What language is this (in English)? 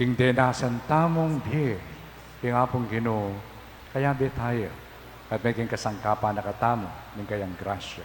Pampanga